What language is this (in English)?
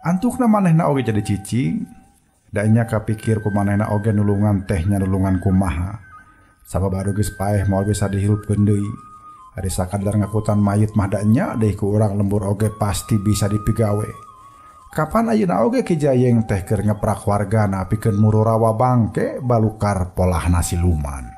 Sundanese